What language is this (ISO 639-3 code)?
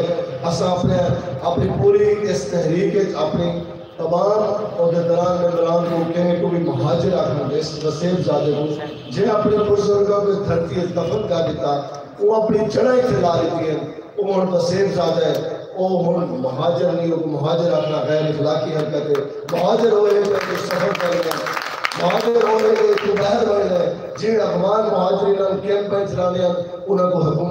skr